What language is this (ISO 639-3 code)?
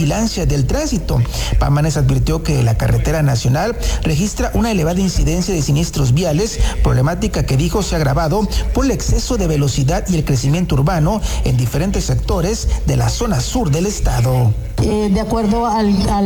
spa